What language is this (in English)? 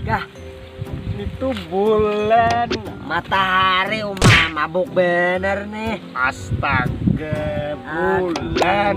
Banjar